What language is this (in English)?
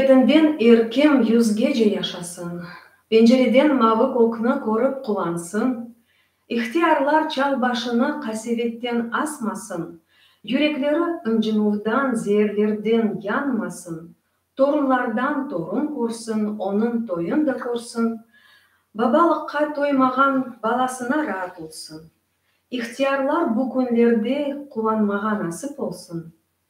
Crimean Tatar